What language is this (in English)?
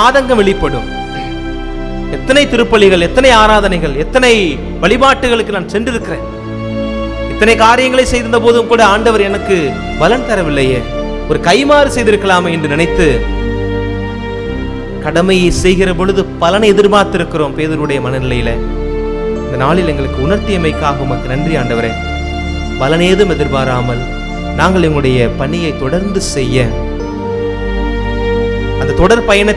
Tamil